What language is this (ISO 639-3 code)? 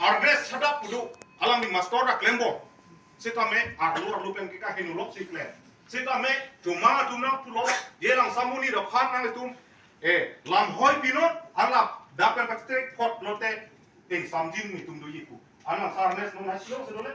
mjw